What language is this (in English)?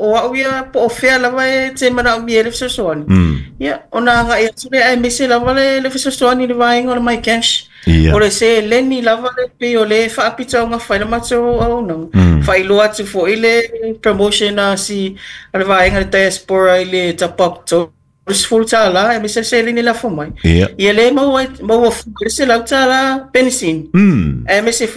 Samoan